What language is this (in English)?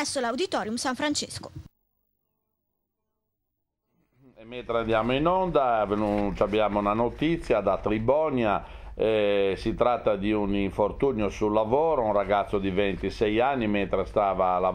Italian